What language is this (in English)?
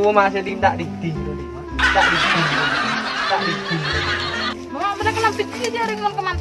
Madurese